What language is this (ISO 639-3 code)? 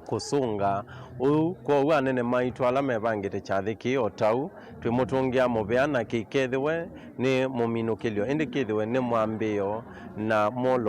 kam